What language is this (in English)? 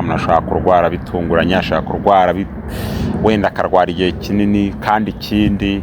Kinyarwanda